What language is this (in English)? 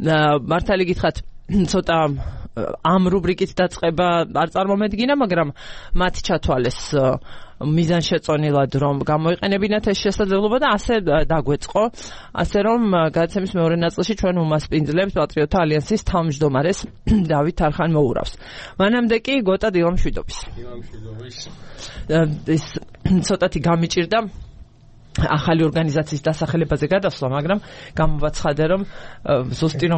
Georgian